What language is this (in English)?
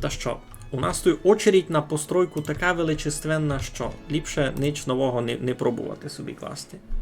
Rusyn